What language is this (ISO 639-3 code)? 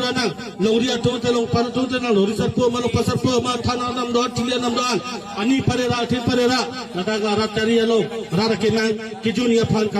mjw